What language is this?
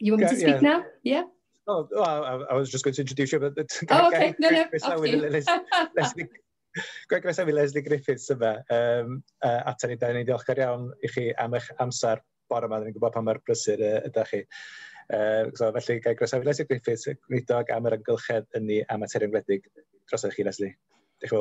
Welsh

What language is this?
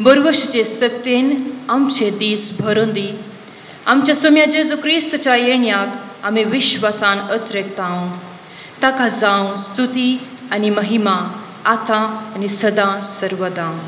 Konkani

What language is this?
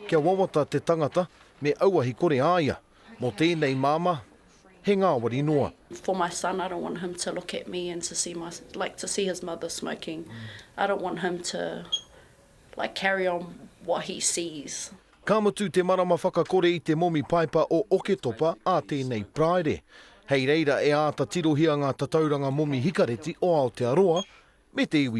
Māori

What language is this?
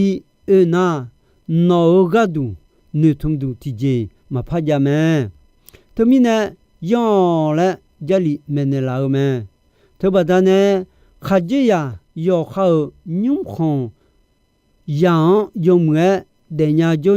Akha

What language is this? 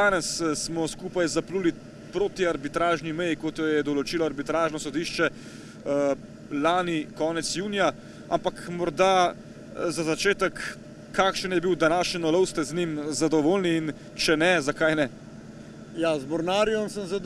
Slovenian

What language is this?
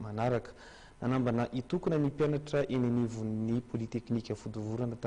Malagasy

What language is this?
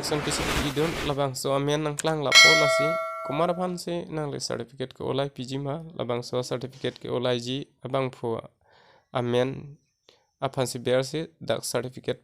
Karbi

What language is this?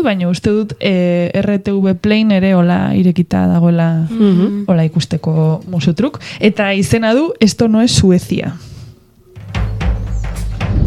Basque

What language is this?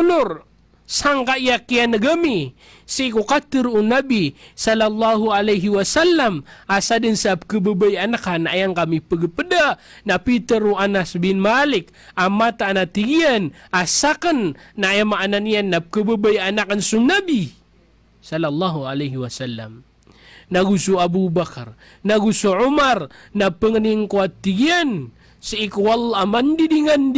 Maranao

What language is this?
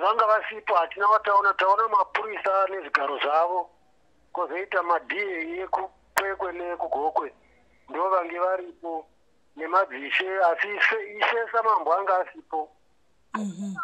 Shona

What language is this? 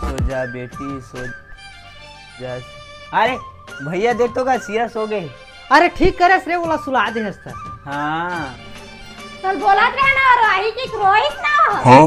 Chhattisgarhi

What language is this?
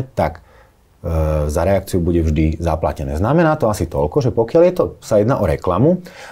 Slovak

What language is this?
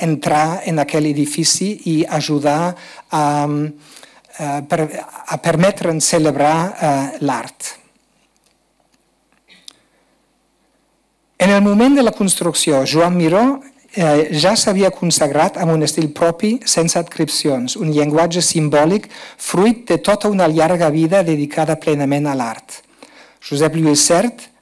Catalan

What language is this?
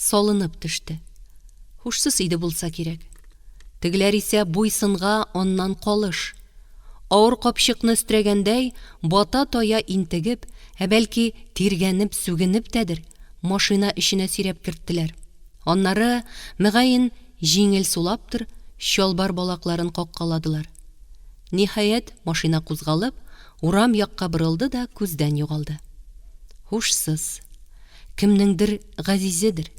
Tatar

